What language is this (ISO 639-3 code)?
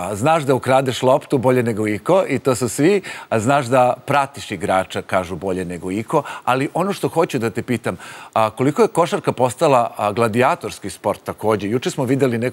srp